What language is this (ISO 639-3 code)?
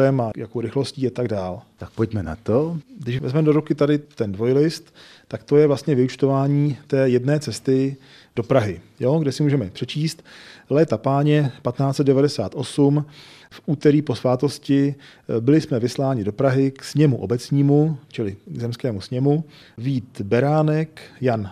ces